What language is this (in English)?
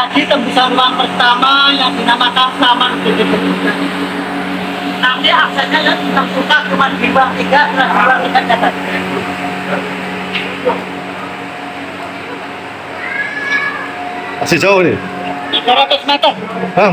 Indonesian